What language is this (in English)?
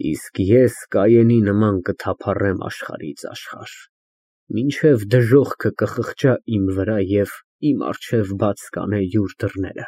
Armenian